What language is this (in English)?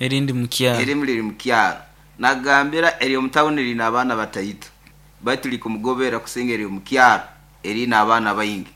Nyoro